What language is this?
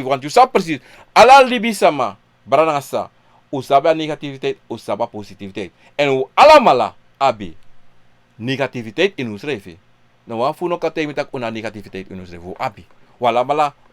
Sranan Tongo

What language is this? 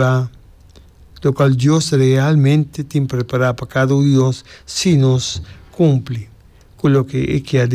Papiamento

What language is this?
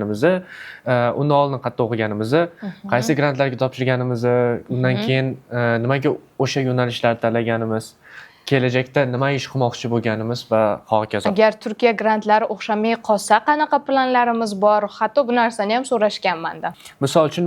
Uzbek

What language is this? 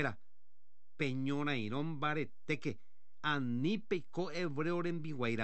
Guarani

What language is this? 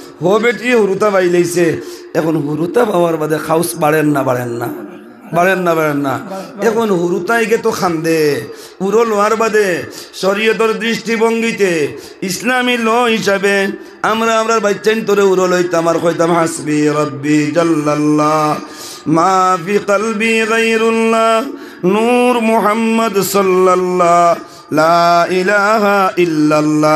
Sylheti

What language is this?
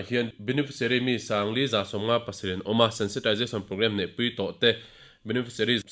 Mizo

